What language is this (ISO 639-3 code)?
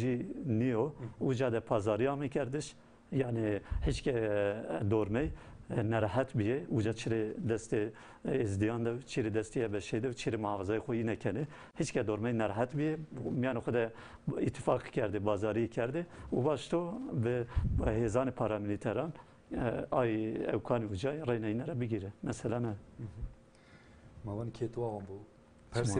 zza